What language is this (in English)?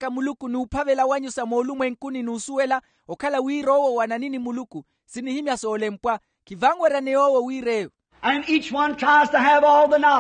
Makhuwa